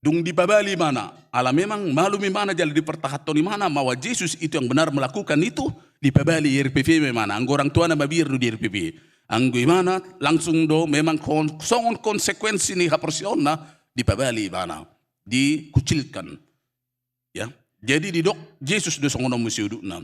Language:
Batak Toba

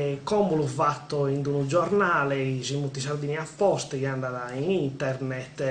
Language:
Sardinian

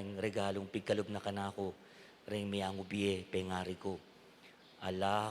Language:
Pampanga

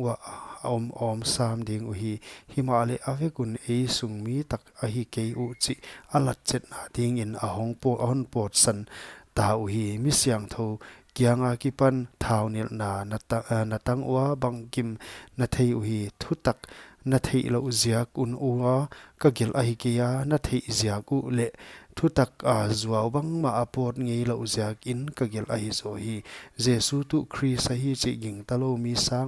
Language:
Paite Chin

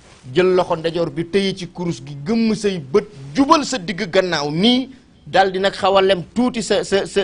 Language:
Wolof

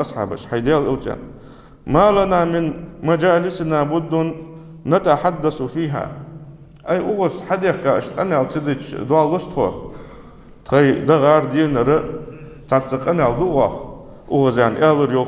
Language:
Ingush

